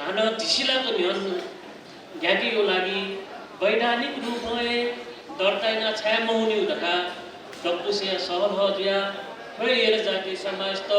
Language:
Newari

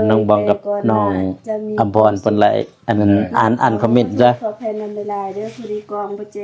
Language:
Lao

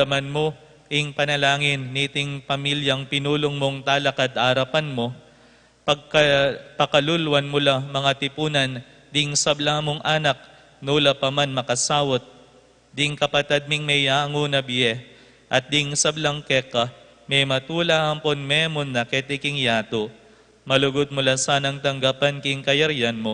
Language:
Pampanga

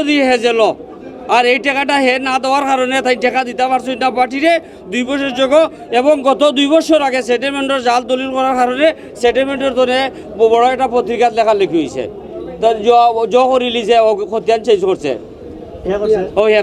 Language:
Sylheti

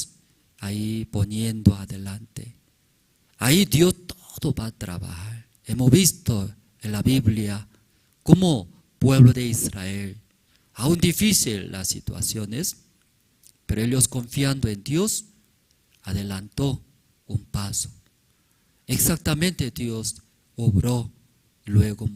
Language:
Aymara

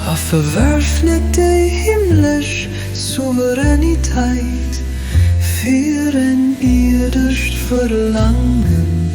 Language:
Luxembourgish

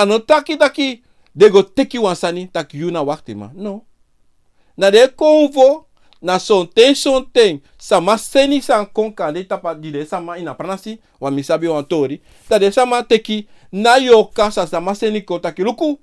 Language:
Sranan Tongo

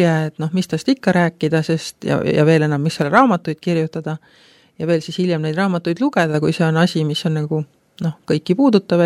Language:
Estonian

